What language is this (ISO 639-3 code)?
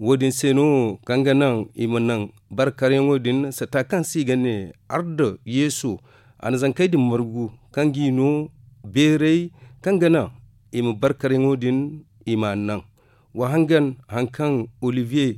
dje